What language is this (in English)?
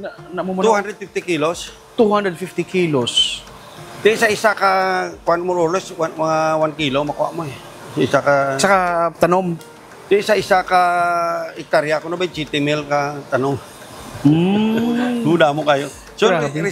Hiligaynon